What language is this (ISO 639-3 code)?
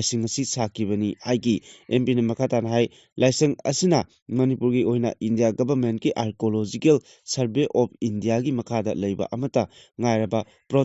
mni